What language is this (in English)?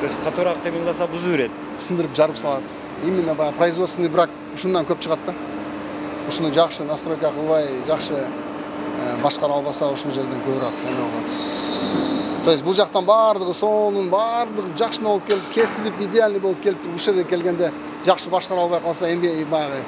Kyrgyz